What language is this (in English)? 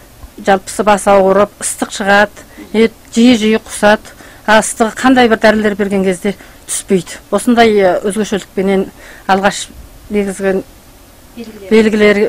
Kazakh